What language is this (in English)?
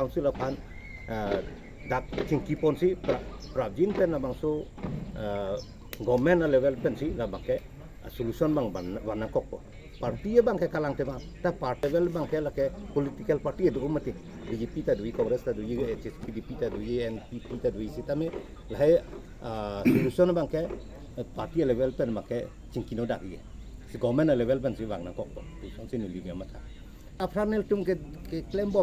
Karbi